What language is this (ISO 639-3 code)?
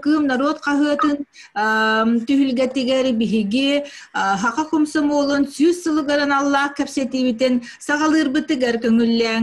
sah